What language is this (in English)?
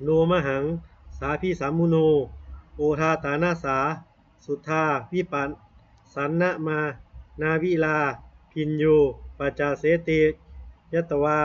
Pali